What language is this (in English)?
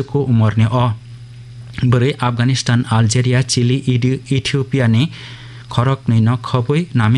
Kok Borok